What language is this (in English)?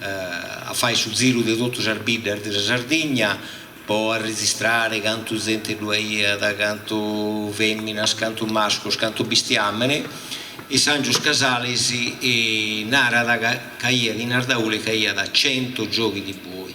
Sardinian